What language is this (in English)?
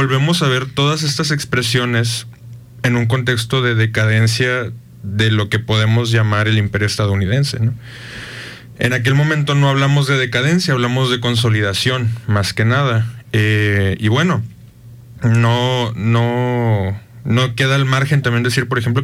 Spanish